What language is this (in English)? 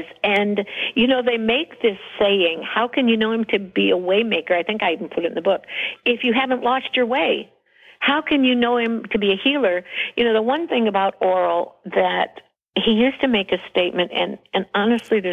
English